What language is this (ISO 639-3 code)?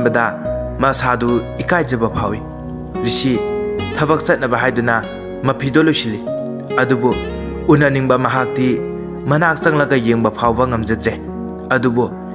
mni